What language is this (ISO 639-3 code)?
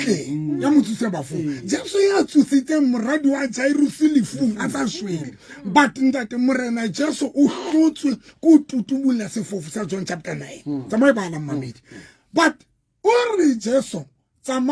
sot